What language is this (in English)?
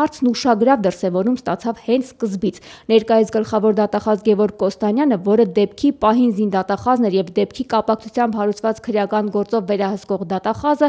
Armenian